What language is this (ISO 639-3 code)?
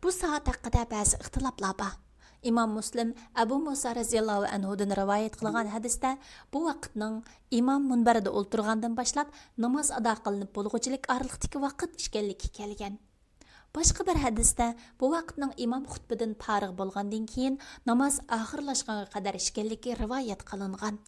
uig